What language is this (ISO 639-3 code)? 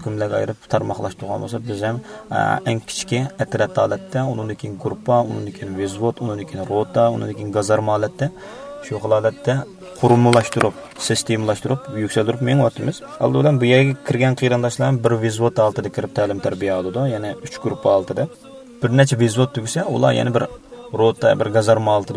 uig